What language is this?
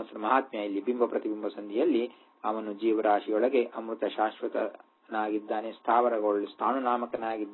Kannada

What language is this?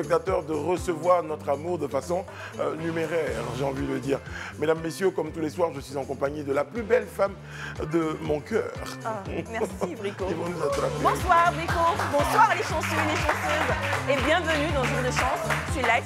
French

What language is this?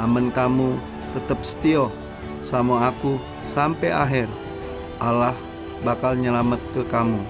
Musi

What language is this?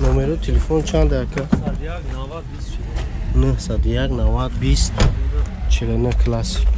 Tajik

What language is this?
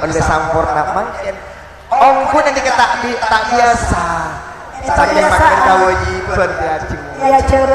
Madurese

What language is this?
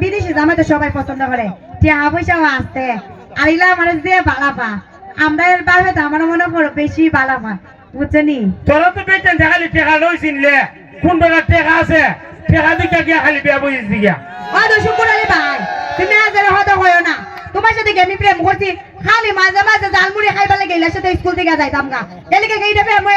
Sylheti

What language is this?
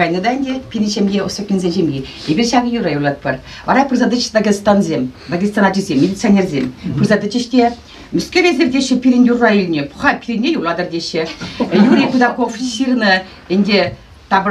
Chuvash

